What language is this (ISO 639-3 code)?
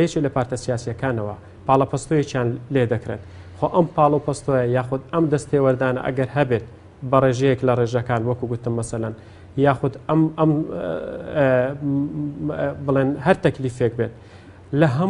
ckb